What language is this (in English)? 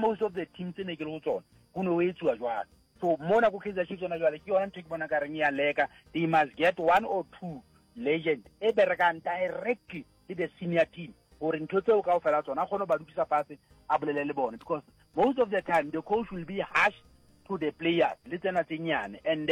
Northern Sotho